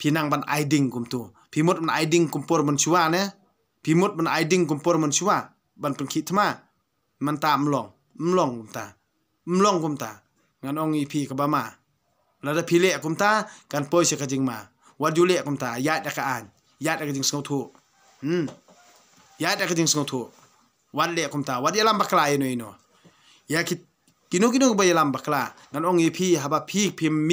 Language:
Khasi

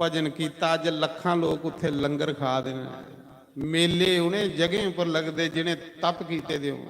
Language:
Dogri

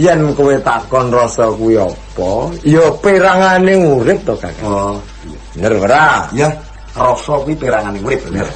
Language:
Javanese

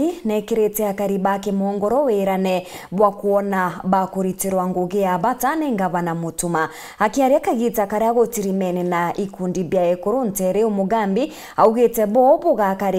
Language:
Meru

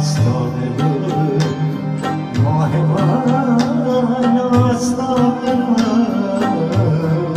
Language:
Persian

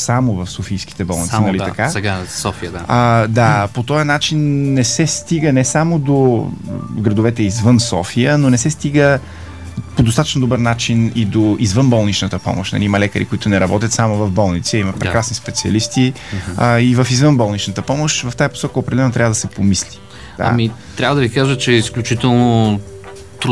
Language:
Bulgarian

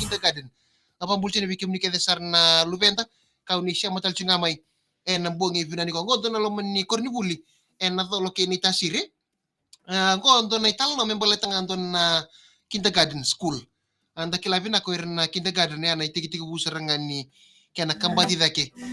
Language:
Fijian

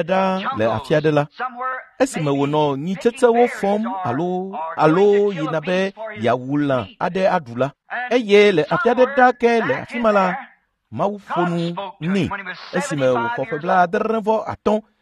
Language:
Ewe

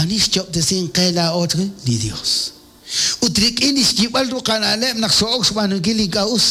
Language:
Kekchí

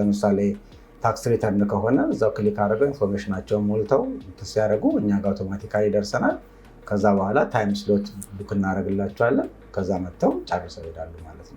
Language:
Amharic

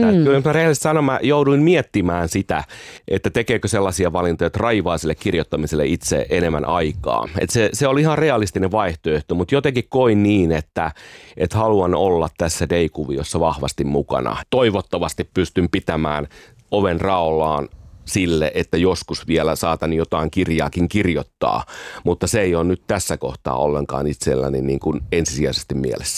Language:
Finnish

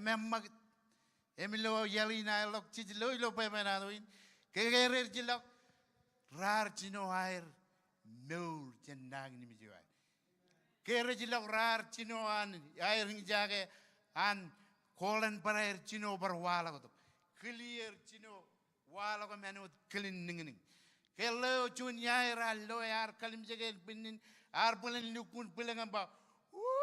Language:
Marshallese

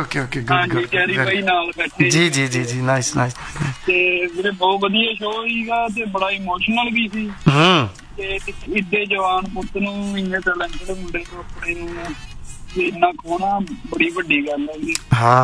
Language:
Punjabi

